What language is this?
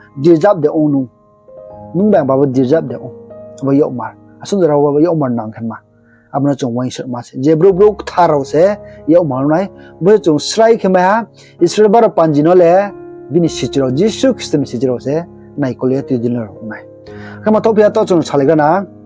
Riang (India)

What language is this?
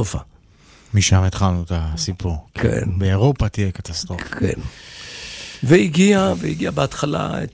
Hebrew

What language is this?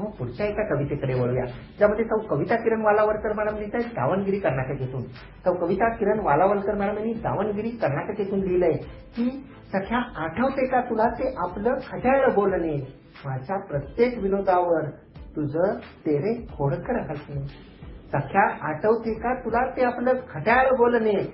Marathi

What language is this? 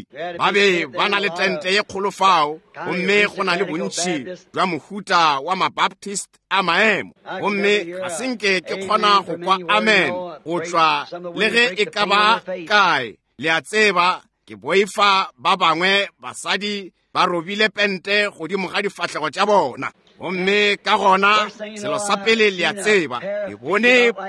Northern Sotho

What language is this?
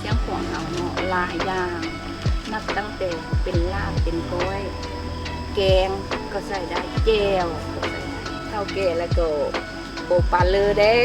Lao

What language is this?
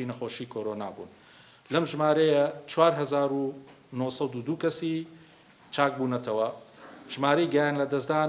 Central Kurdish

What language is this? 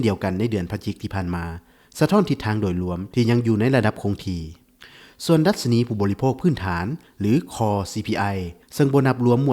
Lao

